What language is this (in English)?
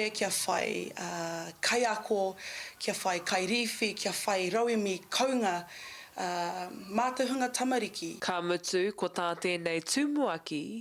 Māori